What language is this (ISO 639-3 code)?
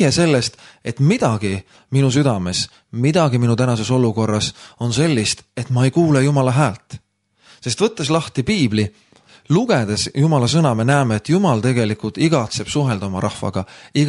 est